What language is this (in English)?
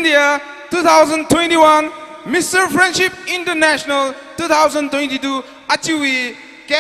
Tangkhul Naga (India)